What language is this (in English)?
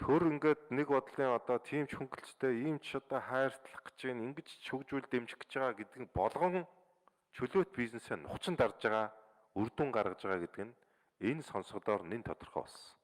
Mongolian